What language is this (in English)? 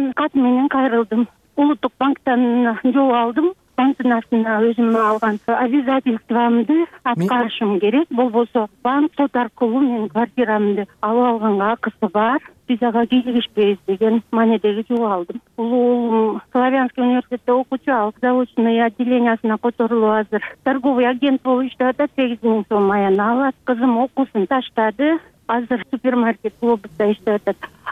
Kyrgyz